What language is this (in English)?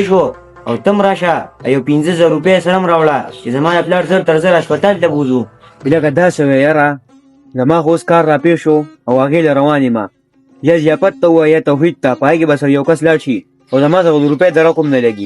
Pashto